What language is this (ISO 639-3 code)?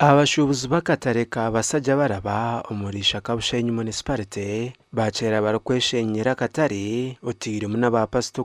nyn